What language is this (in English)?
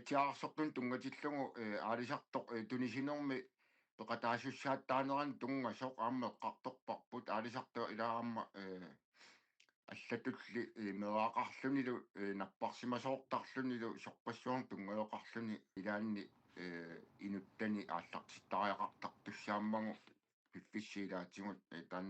Kalaallisut